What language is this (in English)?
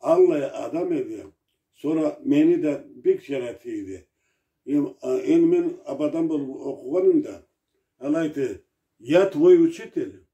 Karachay-Balkar